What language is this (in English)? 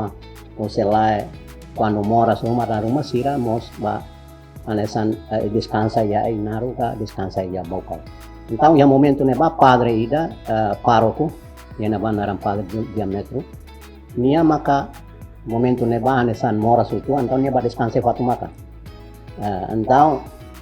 Tetum